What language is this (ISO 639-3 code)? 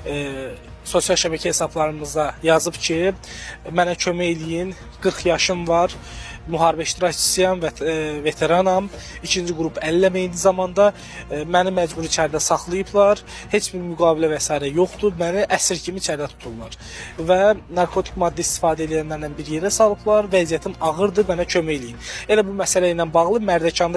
aze